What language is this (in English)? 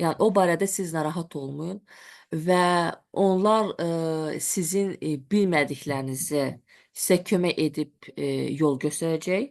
Azerbaijani